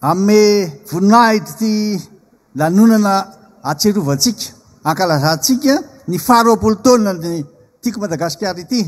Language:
Malagasy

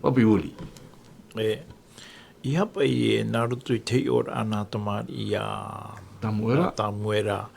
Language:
Tahitian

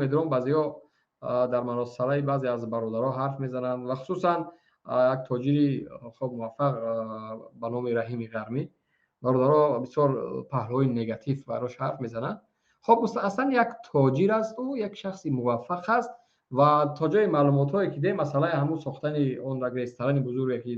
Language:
Tajik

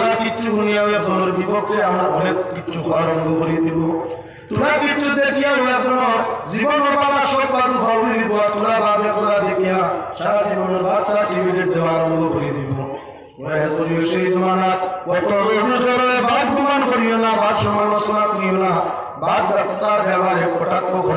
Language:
Sylheti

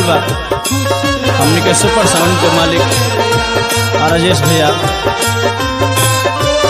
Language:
Bhojpuri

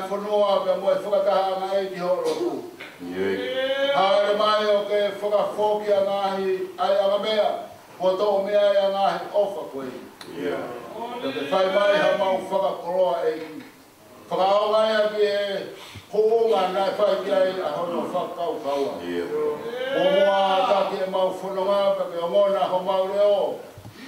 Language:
Tongan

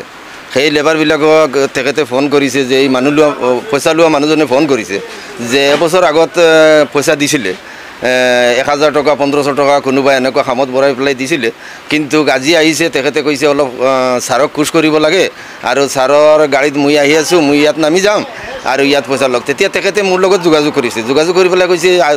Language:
Assamese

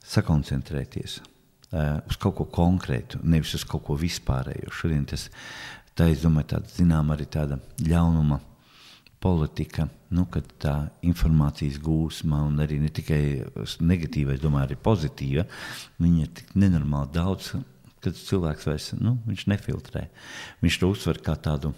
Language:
Latvian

